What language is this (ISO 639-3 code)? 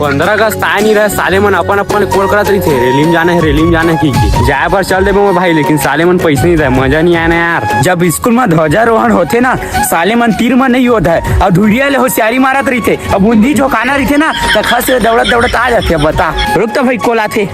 hne